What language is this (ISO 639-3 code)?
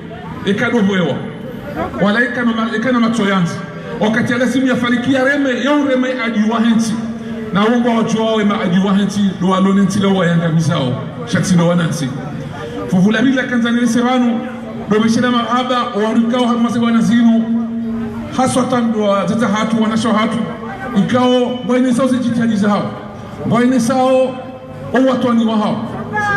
zdj